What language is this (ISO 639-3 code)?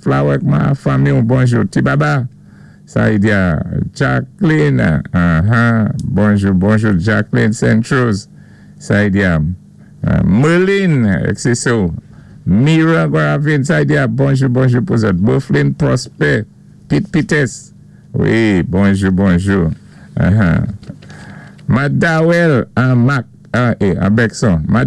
acf